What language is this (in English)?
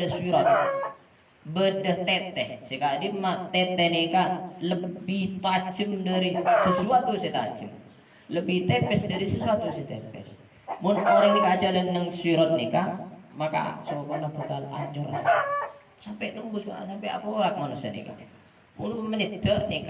Madurese